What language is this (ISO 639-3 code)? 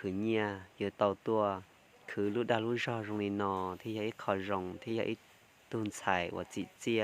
hmn